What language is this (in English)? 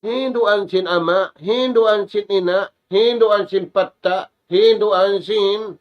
Tausug